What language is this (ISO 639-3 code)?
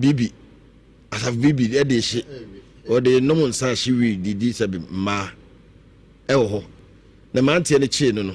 aka